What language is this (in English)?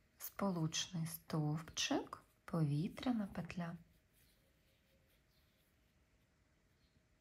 Ukrainian